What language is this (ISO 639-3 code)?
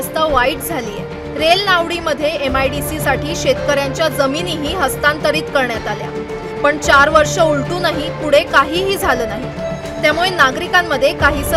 mar